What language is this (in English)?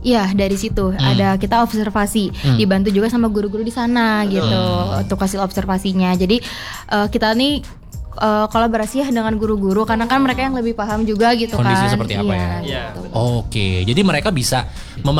Indonesian